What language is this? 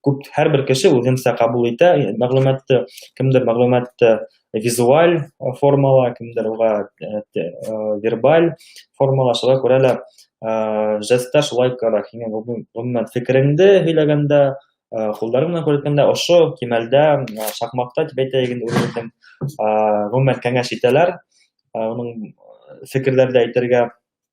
Bashkir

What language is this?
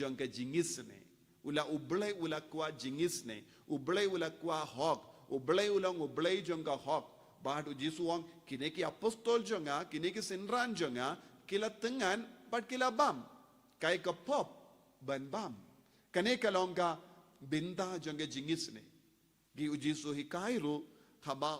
Khasi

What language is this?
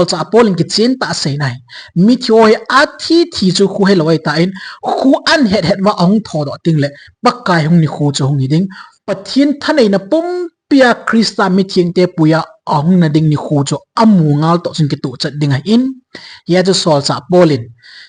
Thado Chin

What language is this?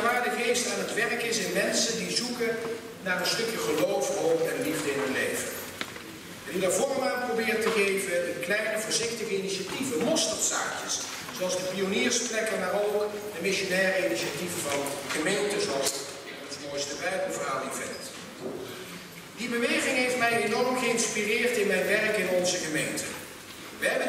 Dutch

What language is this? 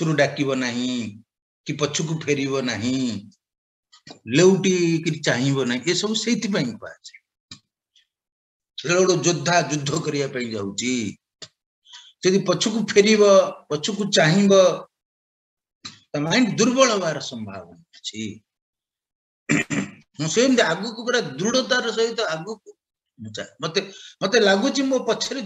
Odia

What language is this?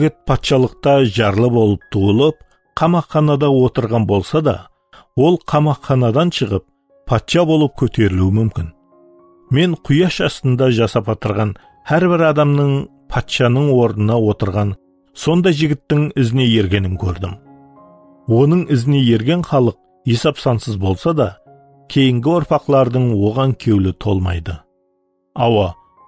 Kara-Kalpak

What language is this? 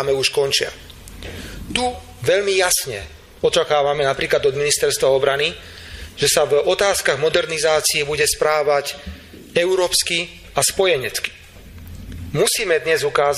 Slovak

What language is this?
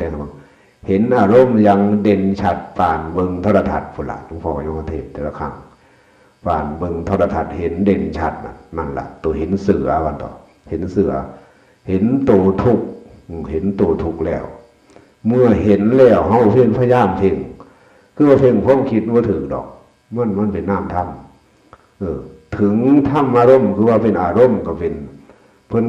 Northeastern Thai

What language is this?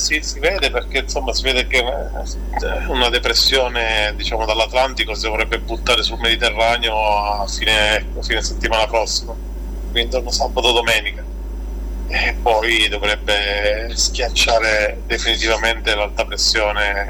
Italian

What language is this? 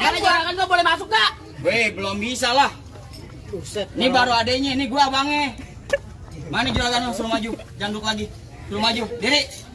Betawi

